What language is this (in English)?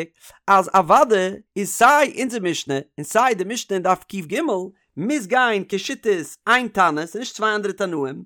Yiddish